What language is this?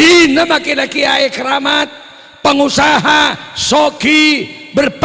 Madurese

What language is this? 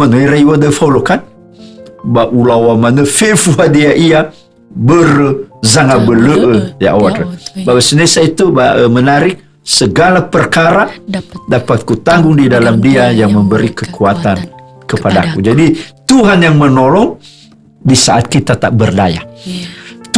Nias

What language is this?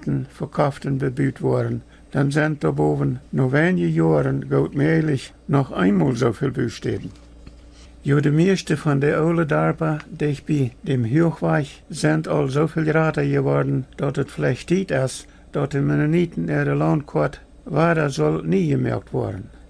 Plautdietsch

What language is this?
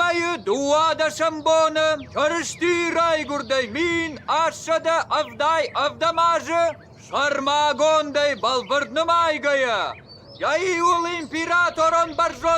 Ossetic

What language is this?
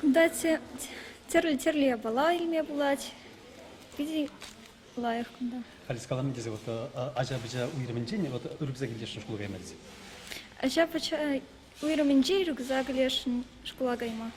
Chuvash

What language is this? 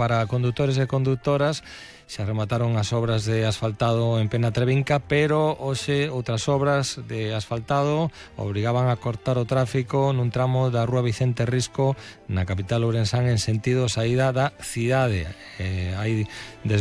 Galician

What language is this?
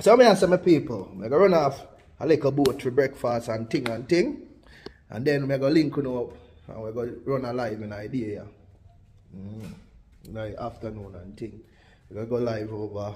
Jamaican Creole English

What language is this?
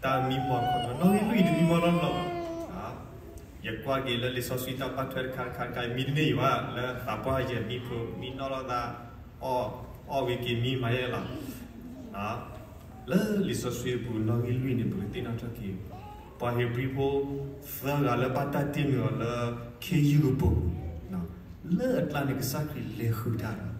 S'gaw Karen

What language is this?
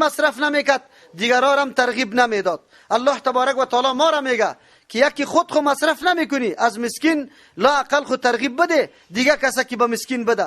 Persian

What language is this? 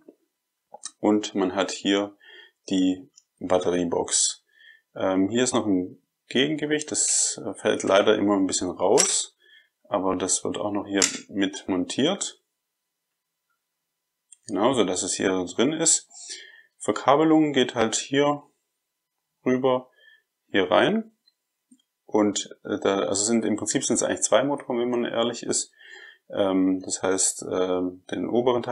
German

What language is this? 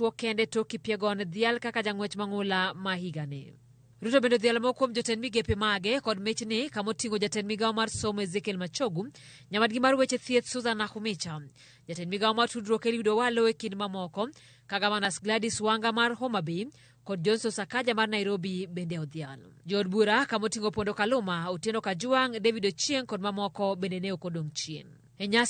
Luo (Kenya and Tanzania)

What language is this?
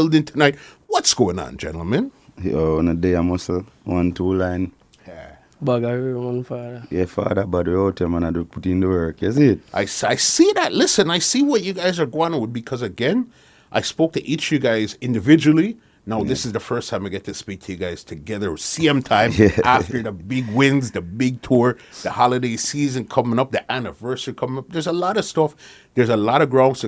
Jamaican Creole English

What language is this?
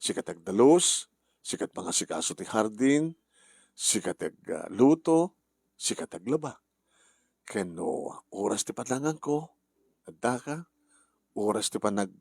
Iloko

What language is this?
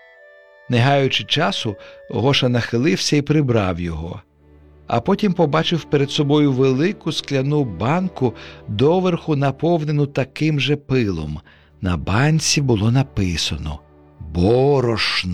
Ukrainian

